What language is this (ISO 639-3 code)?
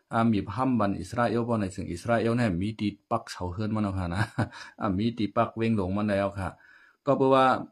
shn